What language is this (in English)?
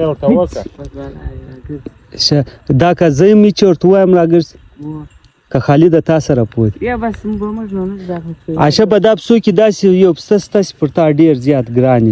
Pashto